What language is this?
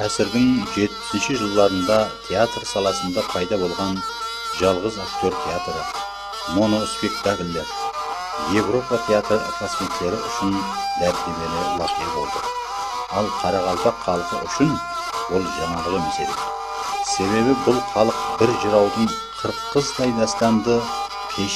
Kara-Kalpak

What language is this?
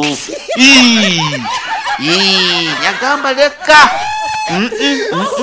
Nyoro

